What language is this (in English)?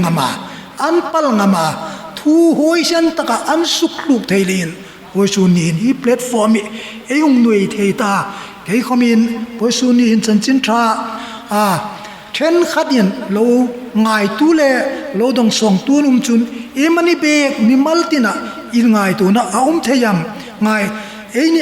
Hmar